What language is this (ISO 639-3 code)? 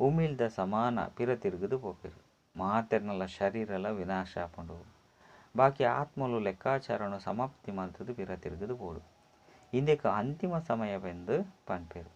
tcy